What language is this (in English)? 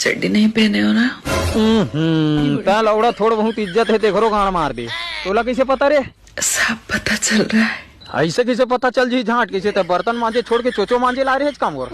Chhattisgarhi